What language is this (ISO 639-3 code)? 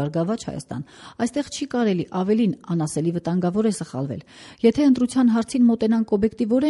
hye